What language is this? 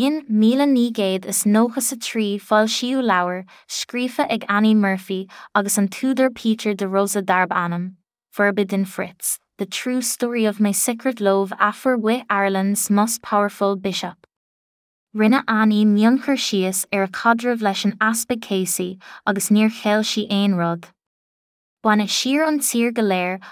Irish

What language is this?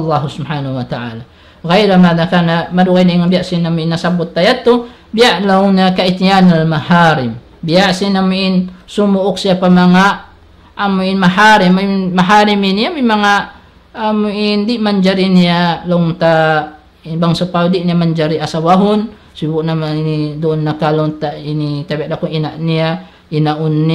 Tausug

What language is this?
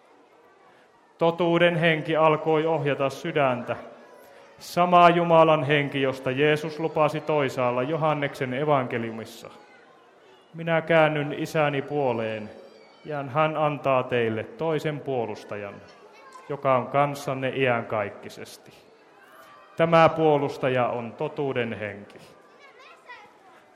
Finnish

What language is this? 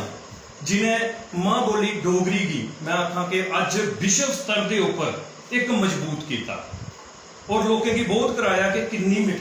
Dogri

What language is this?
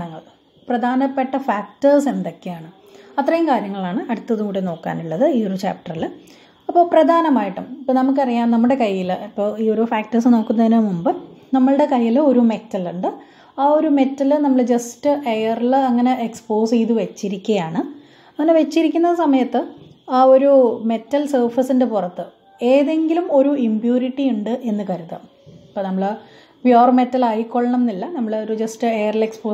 Malayalam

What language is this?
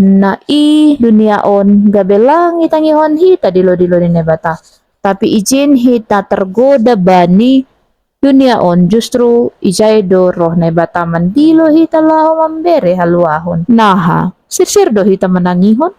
Batak Simalungun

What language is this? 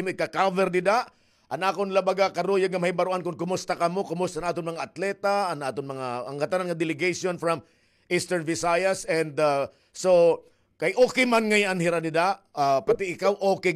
Waray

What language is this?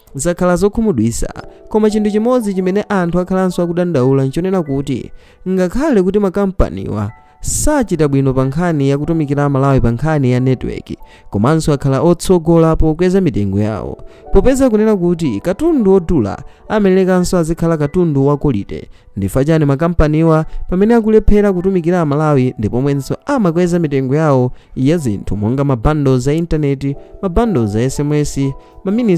Nyanja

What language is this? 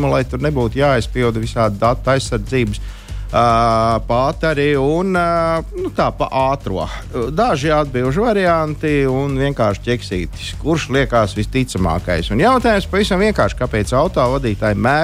Latvian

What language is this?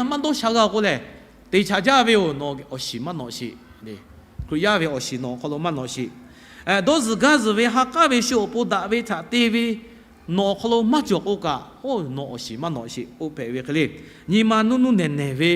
Lahu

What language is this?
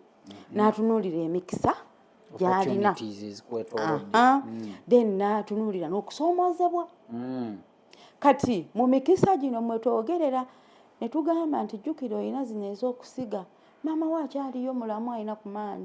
Ganda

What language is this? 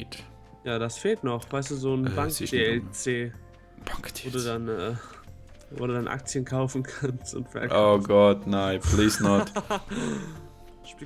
Swiss German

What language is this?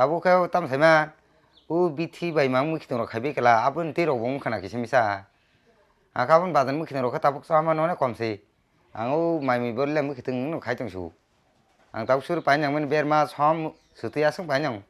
Kok Borok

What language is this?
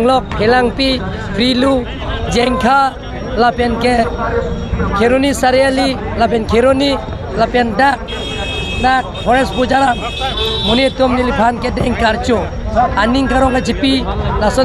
Karbi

